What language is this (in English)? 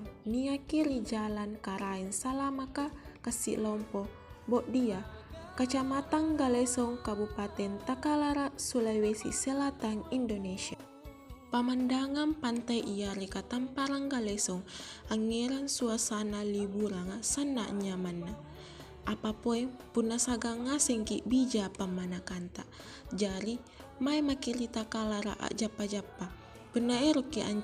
Makasar